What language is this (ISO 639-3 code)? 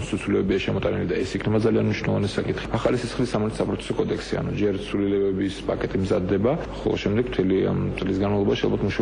kat